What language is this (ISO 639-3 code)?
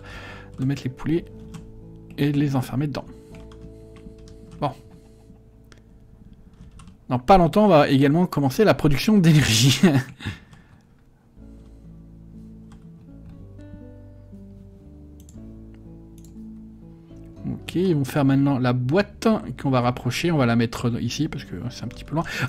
fra